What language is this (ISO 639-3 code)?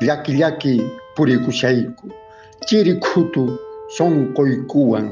que